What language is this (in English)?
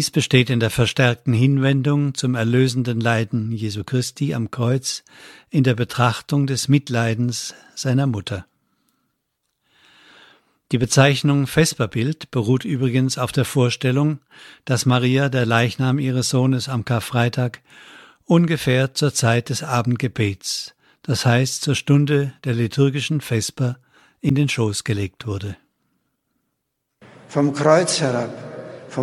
German